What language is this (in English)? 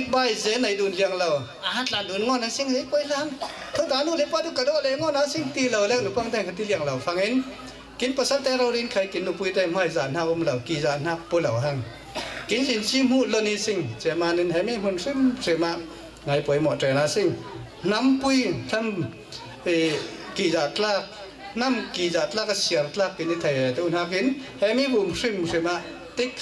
Falam Chin